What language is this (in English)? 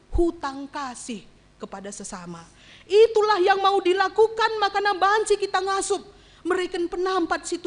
Batak Karo